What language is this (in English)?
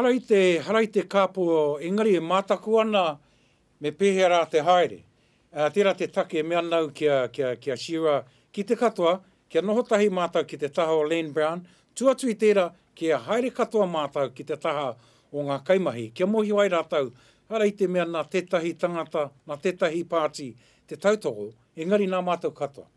Māori